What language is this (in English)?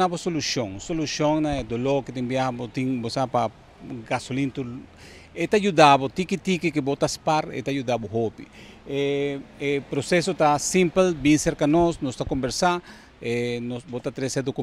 Papiamento